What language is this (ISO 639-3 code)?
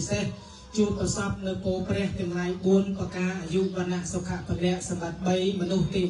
khm